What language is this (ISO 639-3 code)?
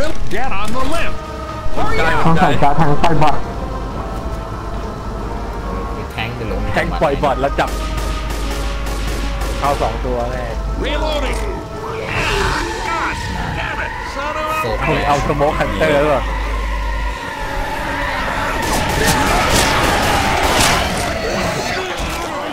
tha